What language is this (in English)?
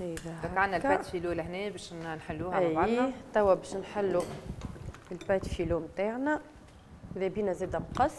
Tunisian Arabic